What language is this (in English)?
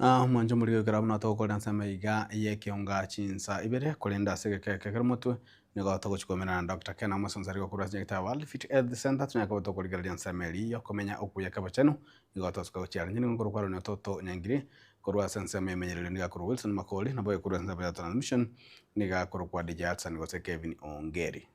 Gusii